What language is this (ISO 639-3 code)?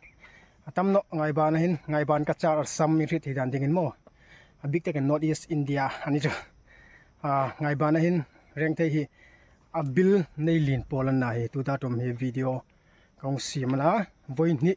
hmr